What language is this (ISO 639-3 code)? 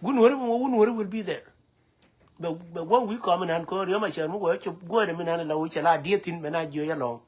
nus